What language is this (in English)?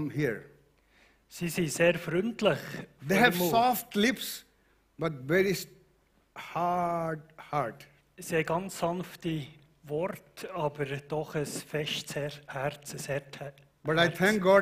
Swiss German